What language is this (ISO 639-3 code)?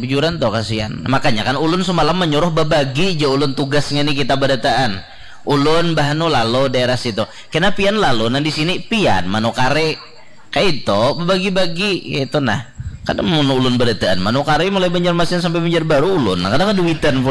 bjn